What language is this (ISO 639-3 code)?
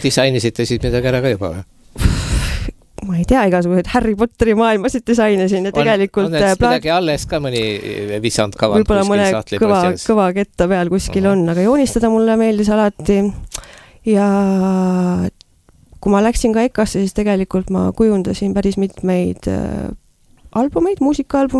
est